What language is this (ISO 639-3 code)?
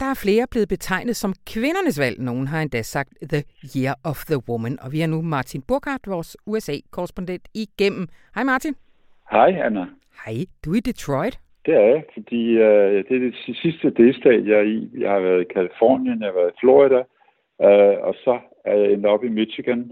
dan